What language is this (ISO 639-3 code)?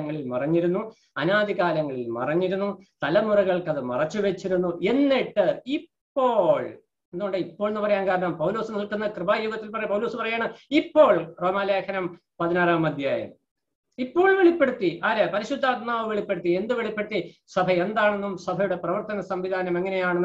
mal